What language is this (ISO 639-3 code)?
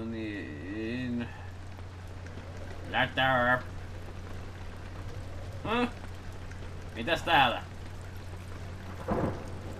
fin